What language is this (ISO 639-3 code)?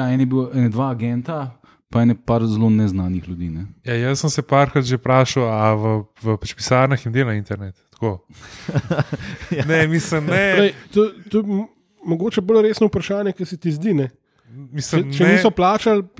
slv